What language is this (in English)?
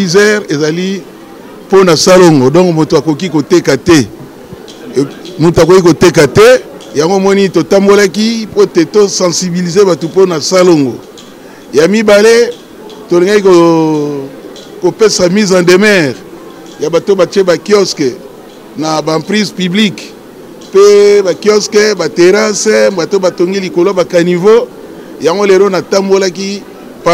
Lingala